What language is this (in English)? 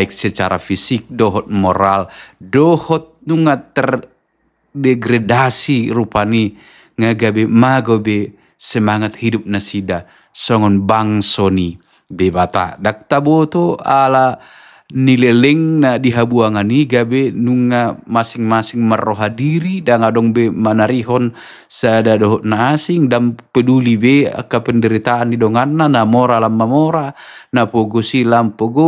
Batak Toba